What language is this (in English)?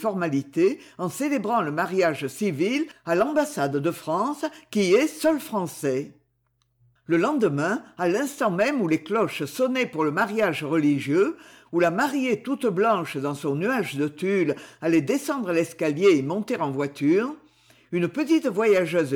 French